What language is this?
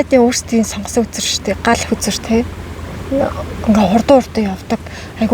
Mongolian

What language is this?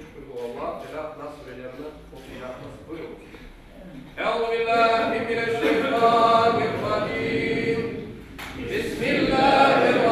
Crimean Tatar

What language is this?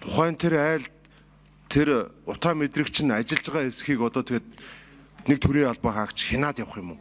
Mongolian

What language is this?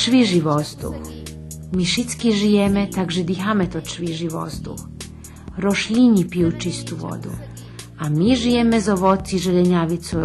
Rusyn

